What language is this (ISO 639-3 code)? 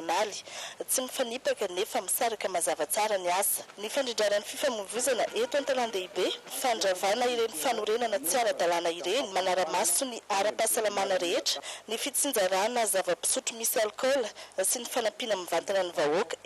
mlg